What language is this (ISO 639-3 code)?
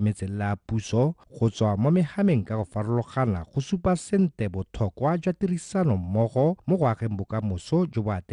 tsn